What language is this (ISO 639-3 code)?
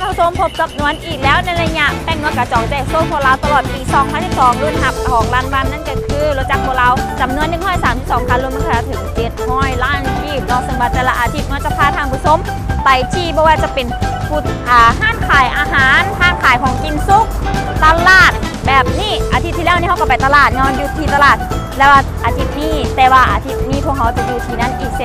lao